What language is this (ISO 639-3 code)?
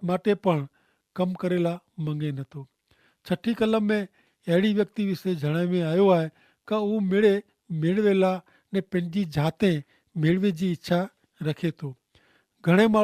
kfr